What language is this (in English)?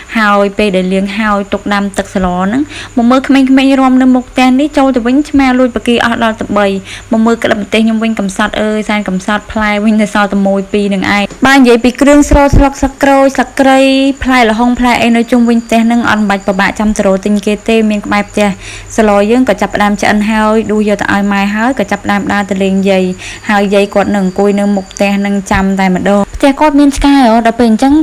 Khmer